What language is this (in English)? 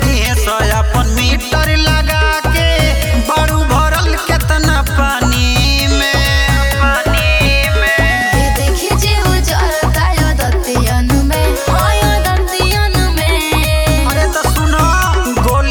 Bhojpuri